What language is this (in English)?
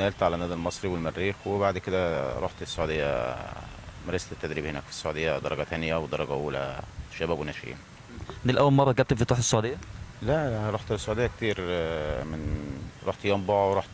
Egyptian Arabic